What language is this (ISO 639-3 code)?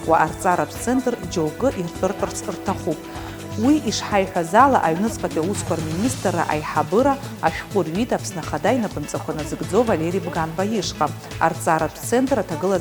abk